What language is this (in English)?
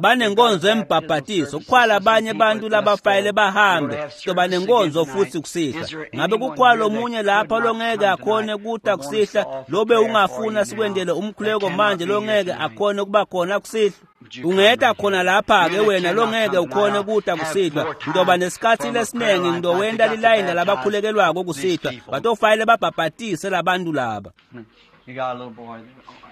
Swati